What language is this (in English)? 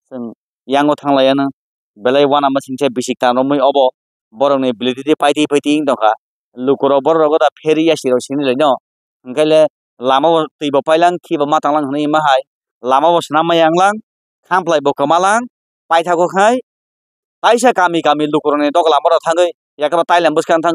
Kok Borok